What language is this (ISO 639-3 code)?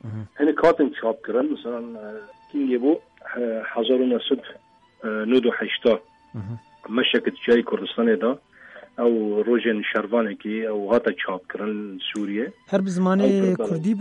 kur